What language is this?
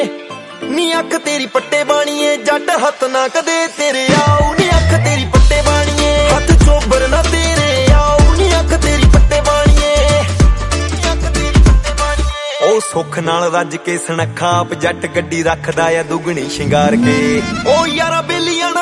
Punjabi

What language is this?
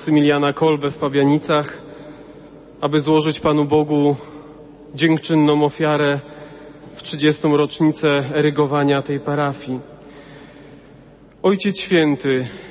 Polish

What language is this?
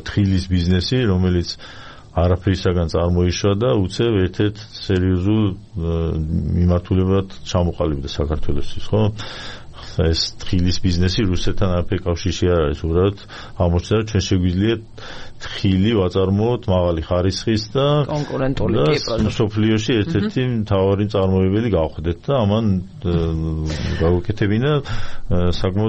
Georgian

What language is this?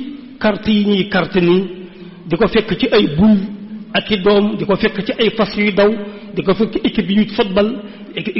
Wolof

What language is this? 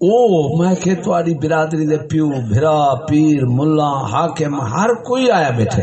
Saraiki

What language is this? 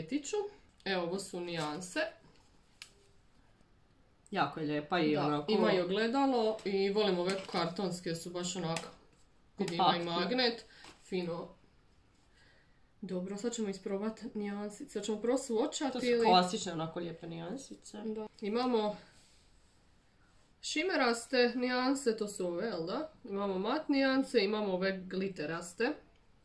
Croatian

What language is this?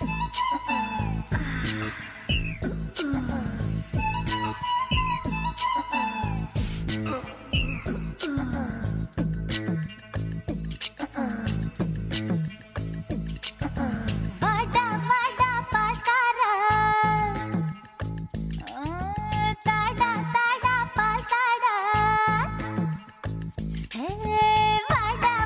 Tamil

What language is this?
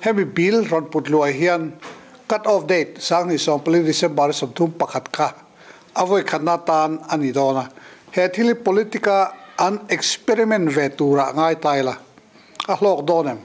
Mizo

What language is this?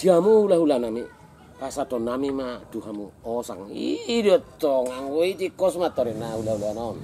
Batak Toba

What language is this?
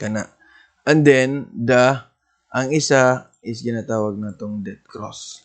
Cebuano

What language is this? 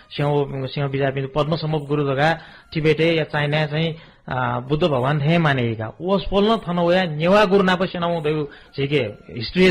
Newari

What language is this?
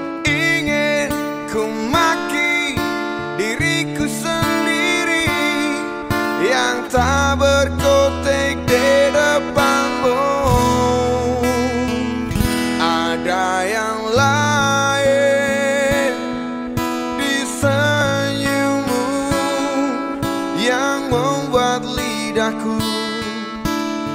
Indonesian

